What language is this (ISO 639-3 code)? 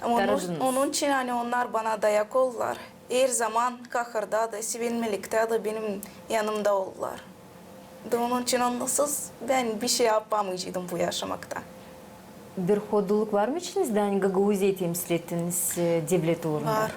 gag